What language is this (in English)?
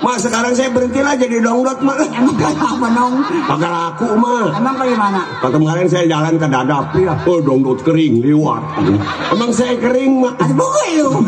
Betawi